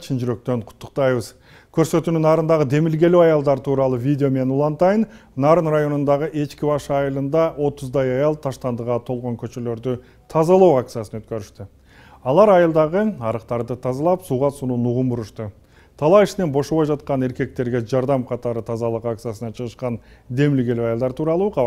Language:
Kyrgyz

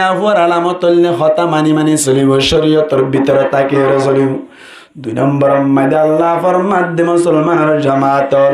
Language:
Rohingya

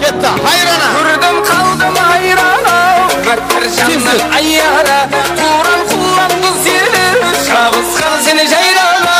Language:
Kara-Kalpak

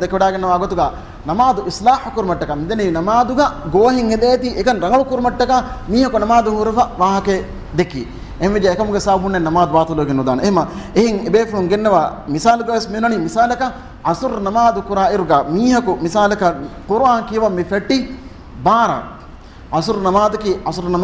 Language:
Divehi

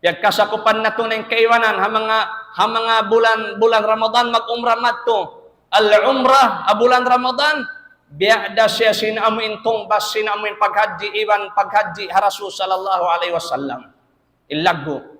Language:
Tausug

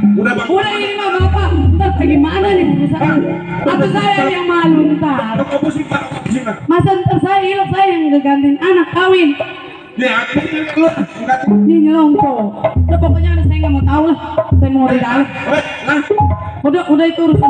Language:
Betawi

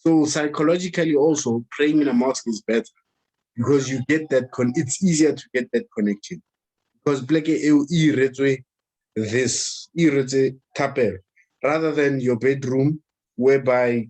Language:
Southern Sotho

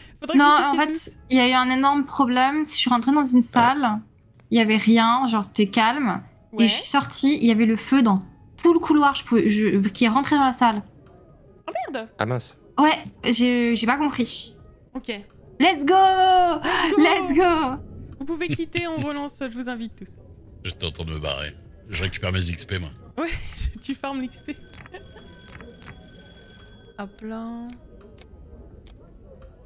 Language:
French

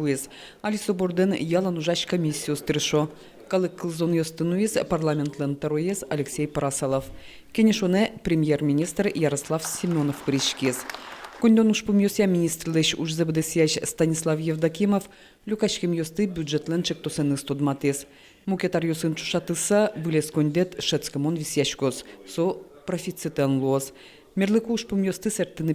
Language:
Udmurt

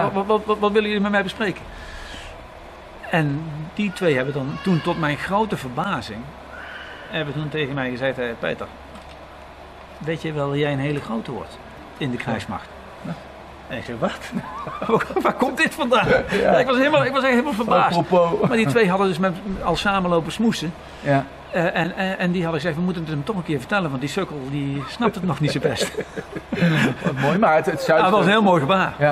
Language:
Dutch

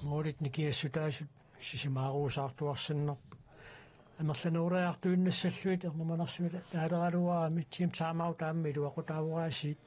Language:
Kalaallisut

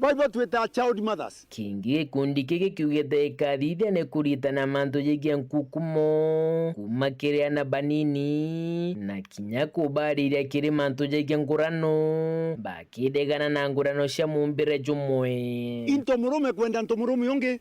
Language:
Meru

